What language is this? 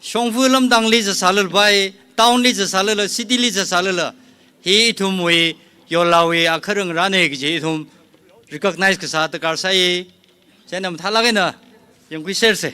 Tangkhul Naga (India)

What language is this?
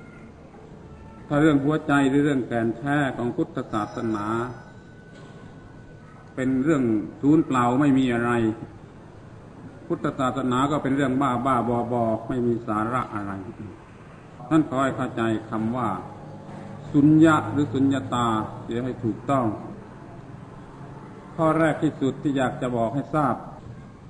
Thai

